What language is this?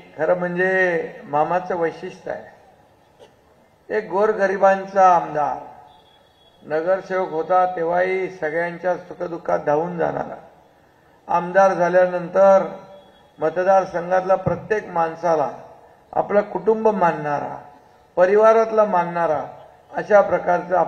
Marathi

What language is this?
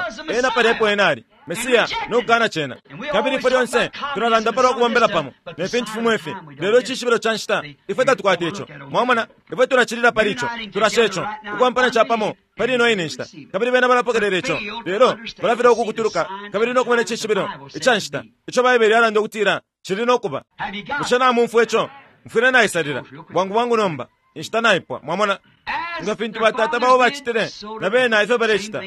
Bemba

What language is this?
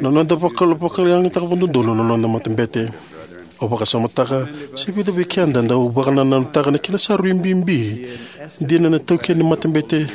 Fijian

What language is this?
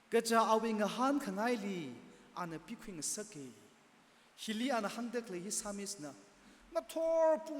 Tangkhul Naga (India)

